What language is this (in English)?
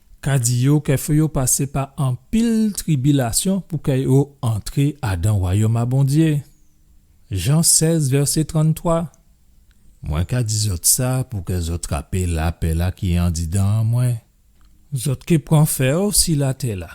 Guadeloupean Creole French